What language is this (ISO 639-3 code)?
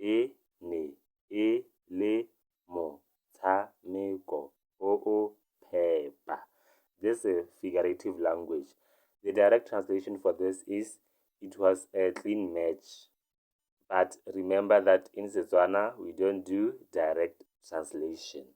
tsn